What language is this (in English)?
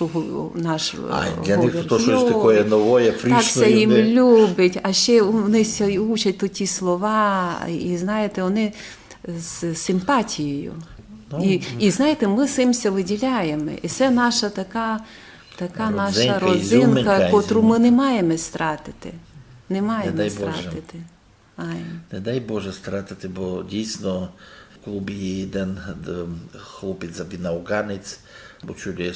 Rusyn